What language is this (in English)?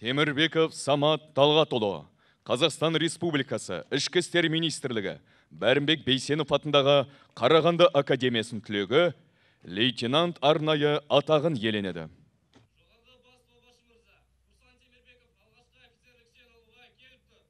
Kazakh